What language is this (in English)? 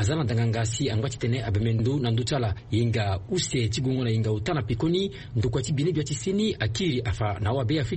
Sango